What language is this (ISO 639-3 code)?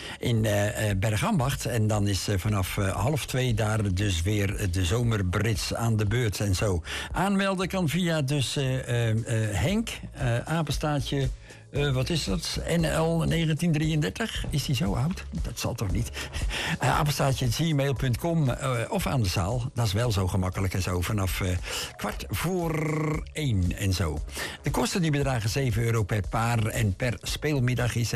nld